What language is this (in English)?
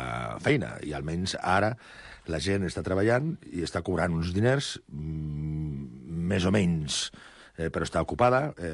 Catalan